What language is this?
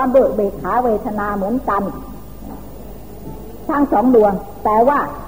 Thai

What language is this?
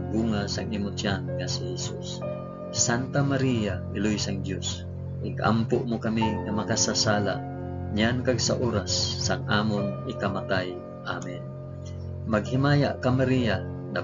Hiligaynon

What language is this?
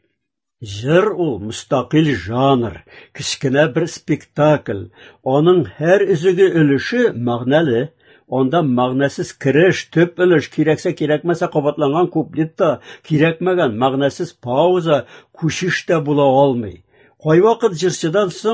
Tatar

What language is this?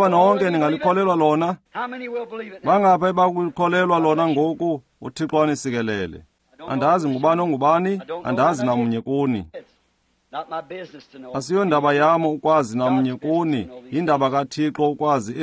Xhosa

